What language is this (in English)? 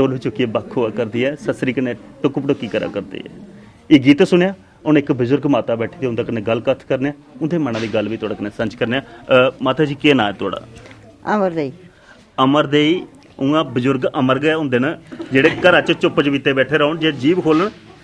Dogri